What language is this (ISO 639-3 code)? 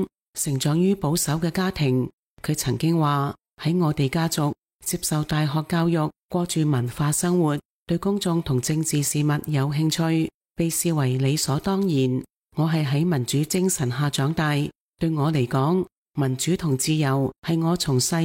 yue